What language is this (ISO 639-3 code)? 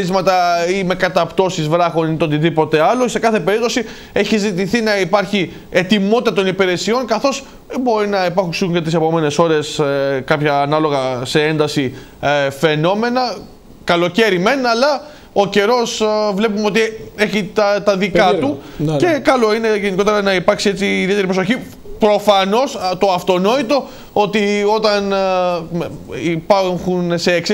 ell